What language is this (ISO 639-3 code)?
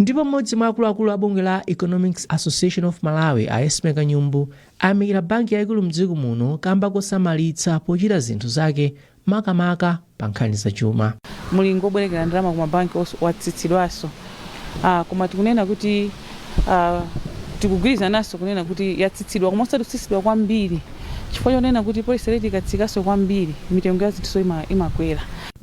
nya